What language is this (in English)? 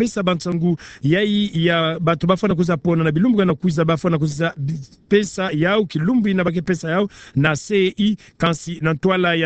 Kituba (Democratic Republic of Congo)